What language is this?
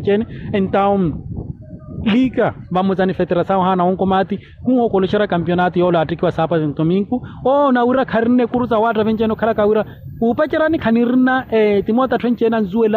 Makhuwa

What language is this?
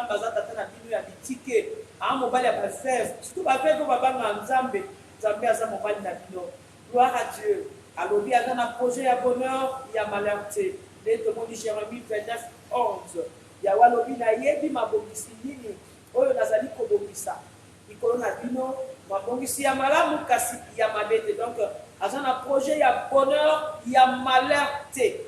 Lingala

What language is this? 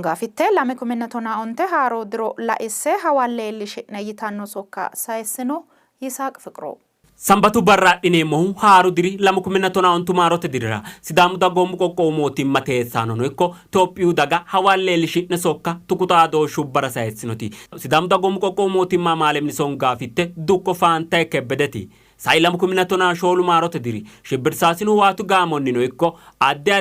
Sidamo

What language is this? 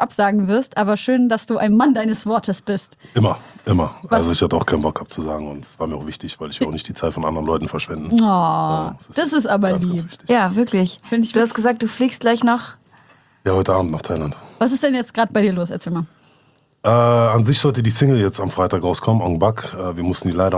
German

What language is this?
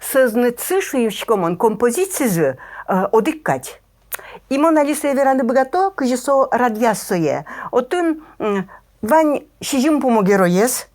Udmurt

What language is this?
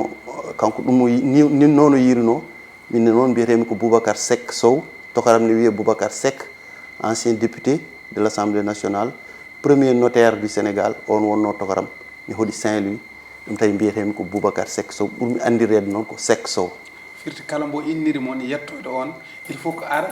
Fula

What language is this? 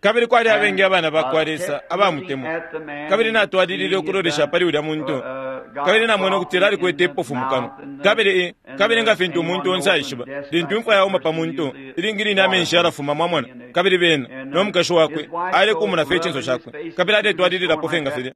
Bemba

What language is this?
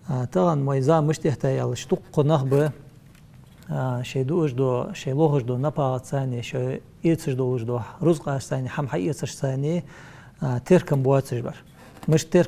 Ingush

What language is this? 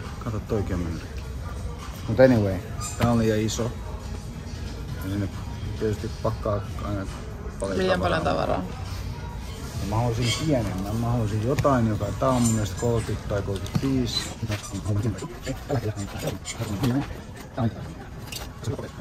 Finnish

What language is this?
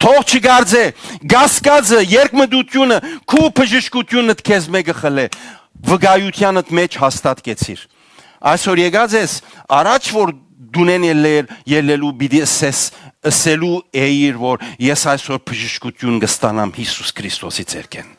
Western Armenian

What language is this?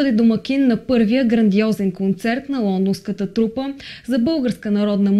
Bulgarian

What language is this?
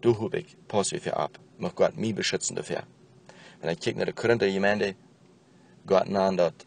Plautdietsch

